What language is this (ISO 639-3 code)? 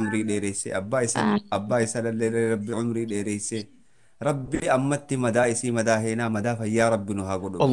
orm